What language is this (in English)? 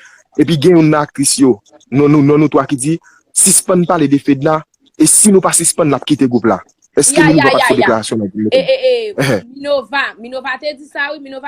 Haitian Creole